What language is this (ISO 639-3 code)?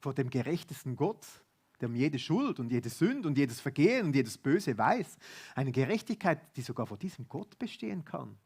gsw